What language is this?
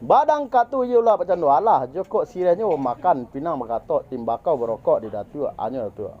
Minangkabau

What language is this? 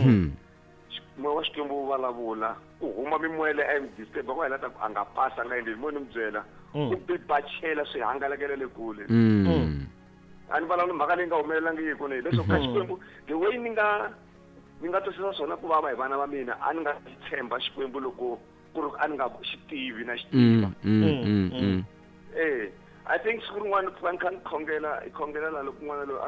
Tsonga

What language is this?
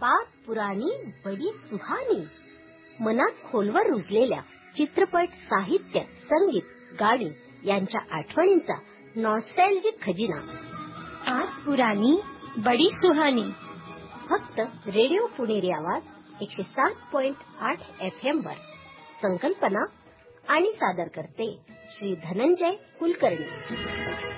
Marathi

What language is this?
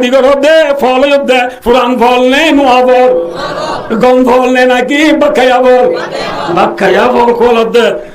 Rohingya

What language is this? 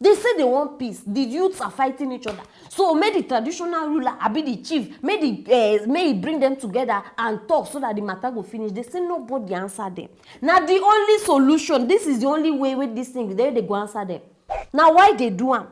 Nigerian Pidgin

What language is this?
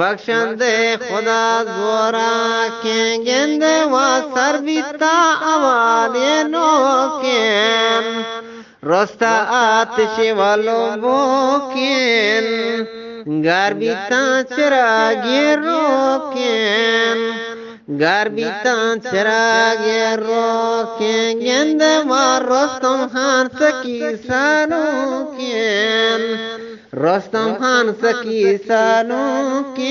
Eastern Balochi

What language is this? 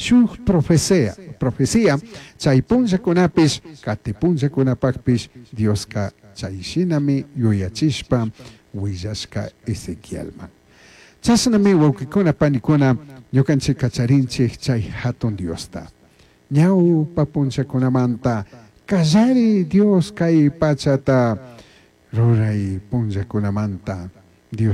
Chimborazo Highland Quichua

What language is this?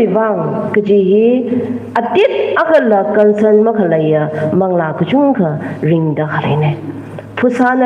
Tangkhul Naga (India)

